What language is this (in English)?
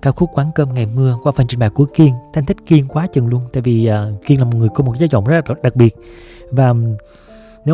Vietnamese